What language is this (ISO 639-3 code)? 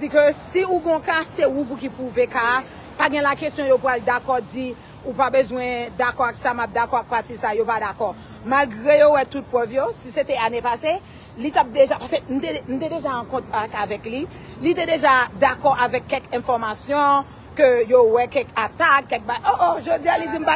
hat